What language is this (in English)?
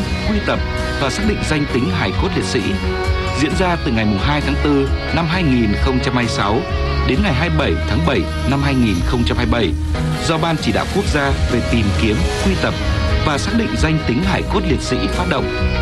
Vietnamese